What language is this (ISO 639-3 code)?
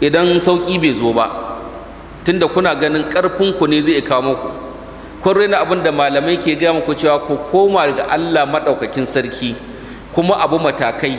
hau